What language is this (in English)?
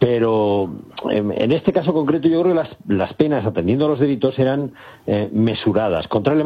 Spanish